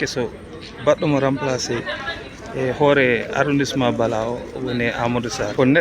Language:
Fula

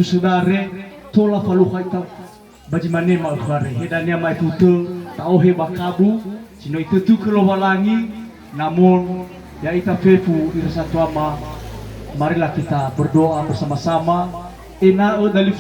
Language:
Nias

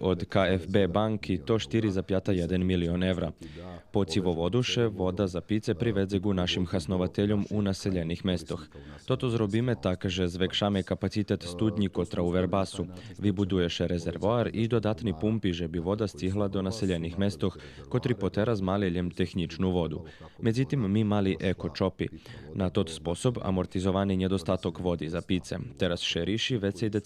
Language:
Rusyn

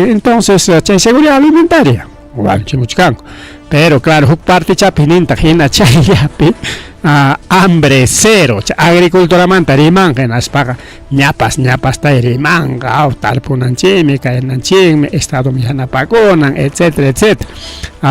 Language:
Ayacucho Quechua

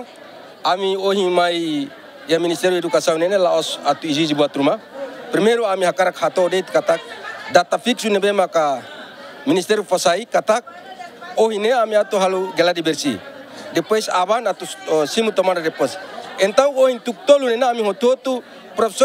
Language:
Tetum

